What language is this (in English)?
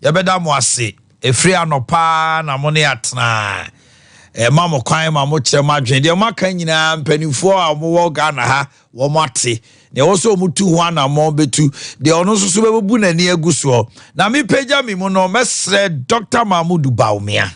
Akan